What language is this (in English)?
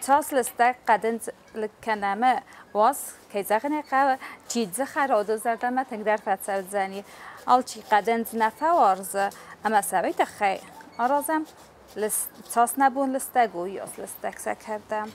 Ossetic